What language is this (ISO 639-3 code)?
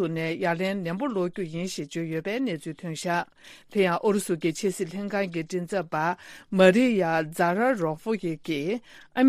bod